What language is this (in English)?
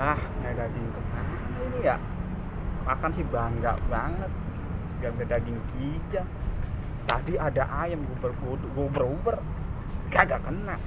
Betawi